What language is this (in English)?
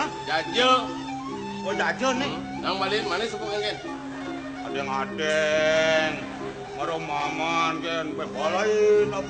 Balinese